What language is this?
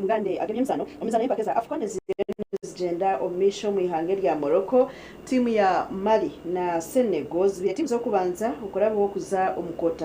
Nyankole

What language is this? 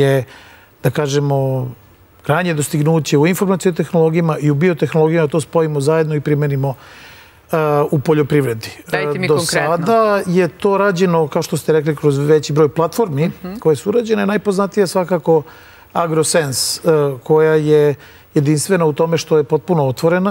Serbian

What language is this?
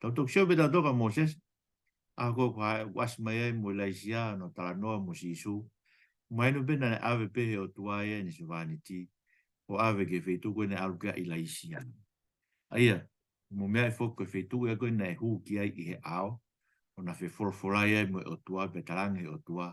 Tongan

